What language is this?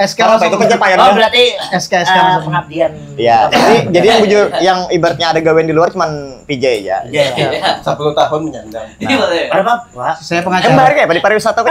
Banjar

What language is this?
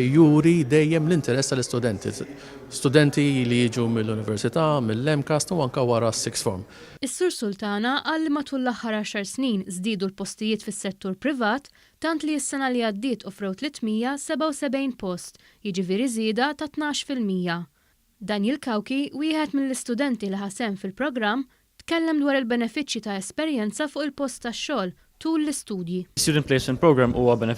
Maltese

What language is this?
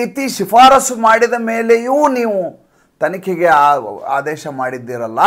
Kannada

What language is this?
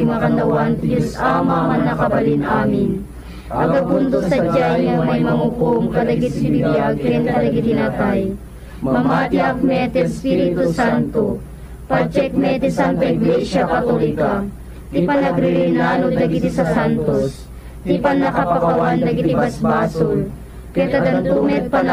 Iloko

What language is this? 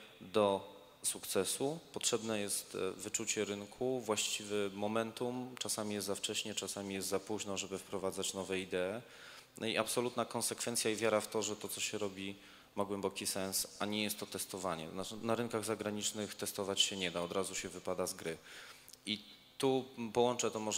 Polish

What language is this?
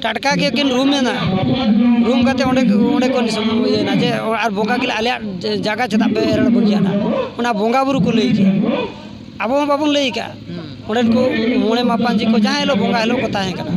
Santali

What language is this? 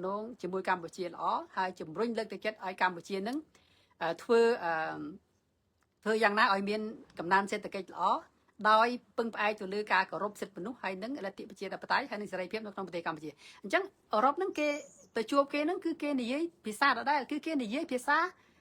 Khmer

